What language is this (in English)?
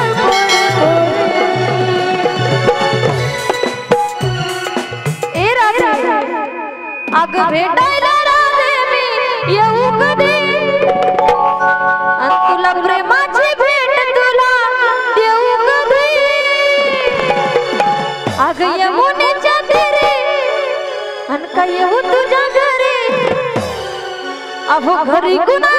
Marathi